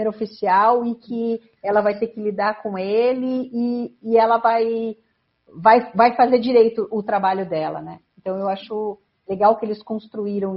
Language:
Portuguese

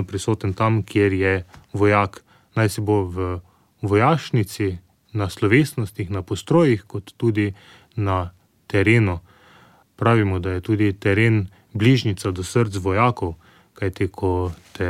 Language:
Slovenian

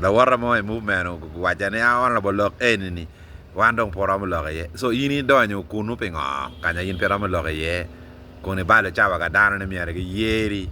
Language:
Acoli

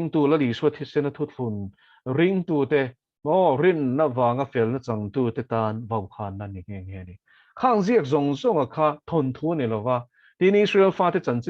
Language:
Mizo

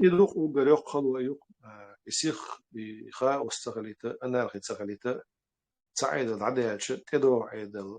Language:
Chechen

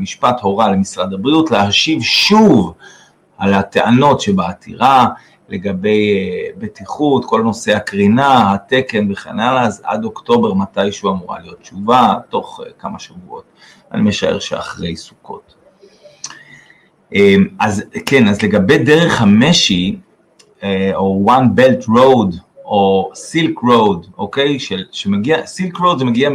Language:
Hebrew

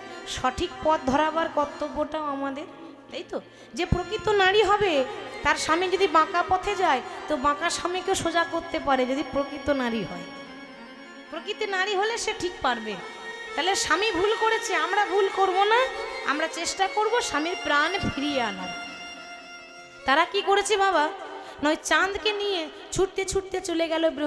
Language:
Bangla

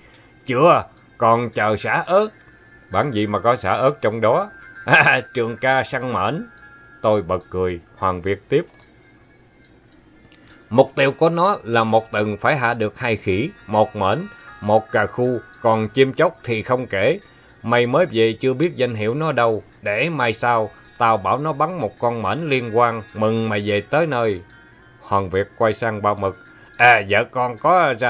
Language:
Vietnamese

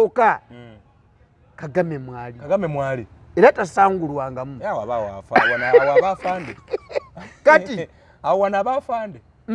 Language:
Ganda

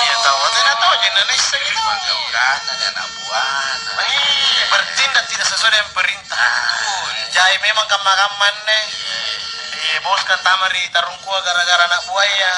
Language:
Makasar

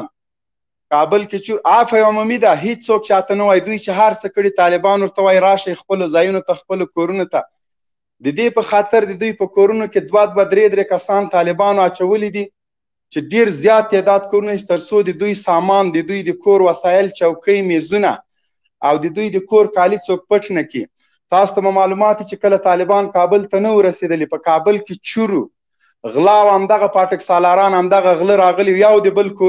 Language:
Pashto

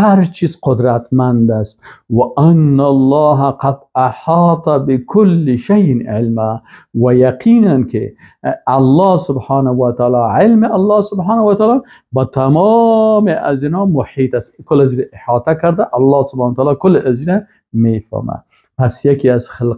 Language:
Persian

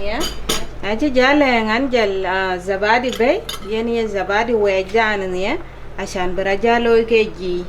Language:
Dinka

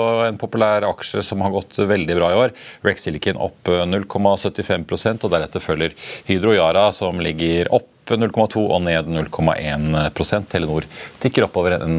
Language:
Norwegian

